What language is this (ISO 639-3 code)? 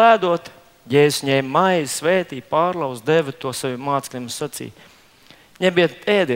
lav